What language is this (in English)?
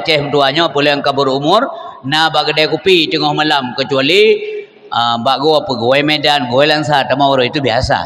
Achinese